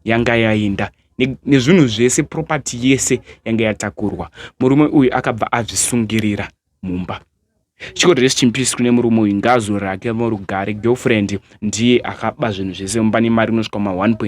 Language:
Shona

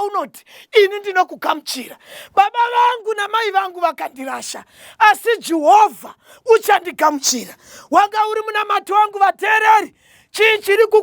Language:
Shona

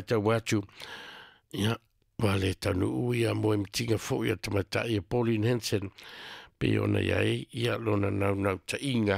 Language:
Samoan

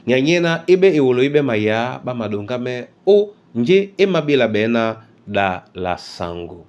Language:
Duala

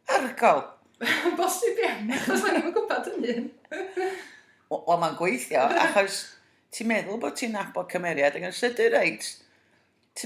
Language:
Welsh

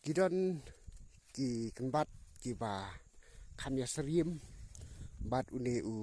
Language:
Khasi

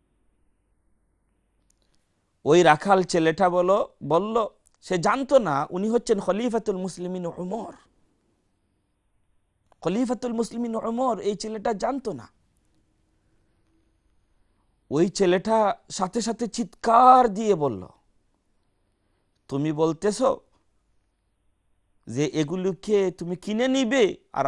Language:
Bangla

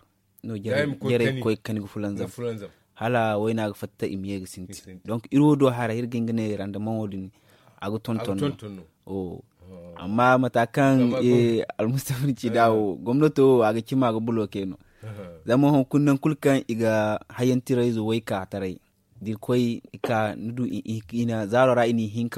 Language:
Zarma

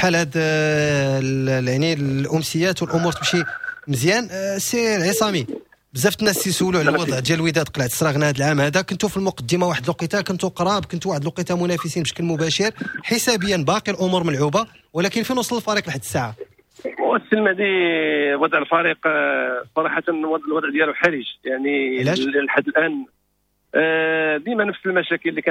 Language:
Moroccan Arabic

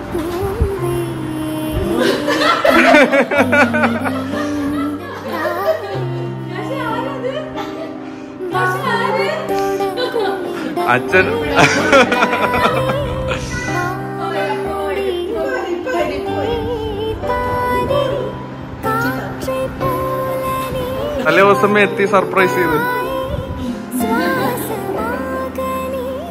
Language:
Malayalam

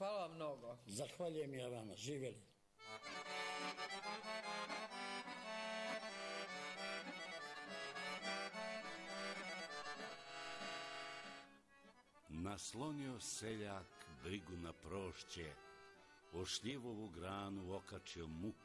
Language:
Serbian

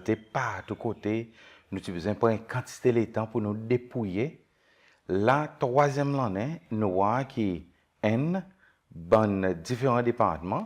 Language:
Seselwa Creole French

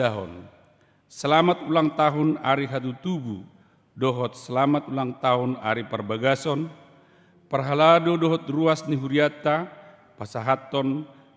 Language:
Batak Toba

